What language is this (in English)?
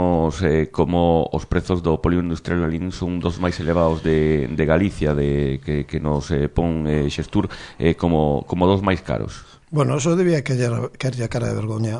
Galician